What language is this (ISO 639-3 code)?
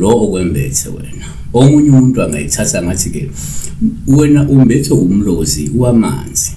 zul